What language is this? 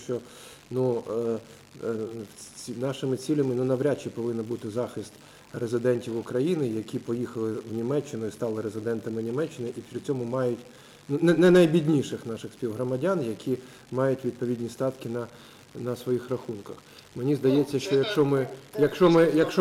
Ukrainian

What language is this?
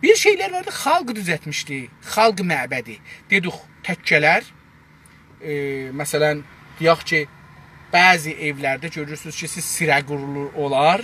South Azerbaijani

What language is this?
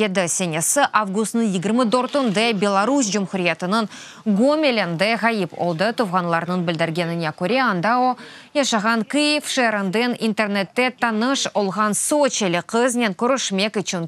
Crimean Tatar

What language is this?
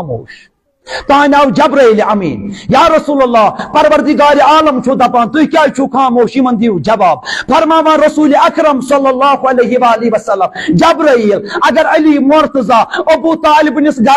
Kashmiri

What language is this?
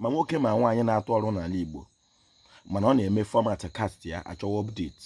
Igbo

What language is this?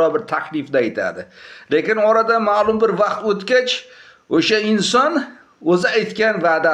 Uzbek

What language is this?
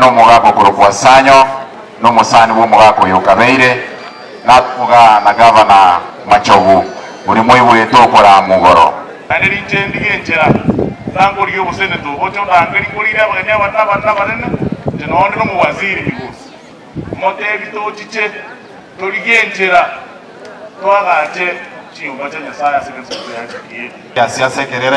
Gusii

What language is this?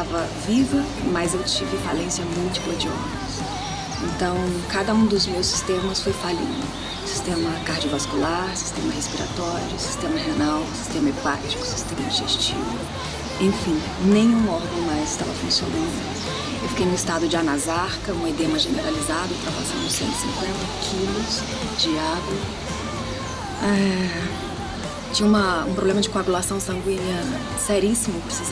Portuguese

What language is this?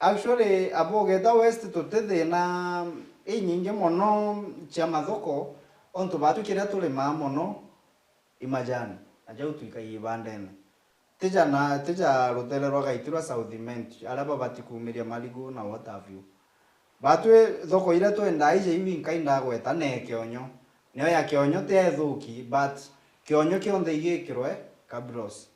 Meru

